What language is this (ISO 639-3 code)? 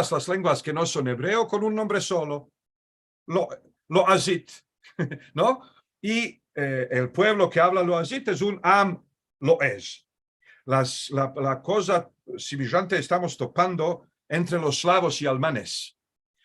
lad